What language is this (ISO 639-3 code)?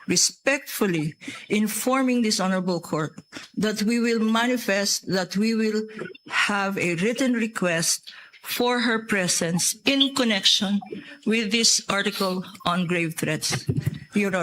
ceb